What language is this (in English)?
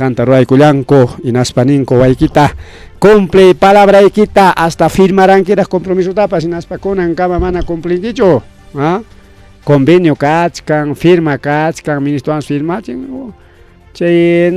Ayacucho Quechua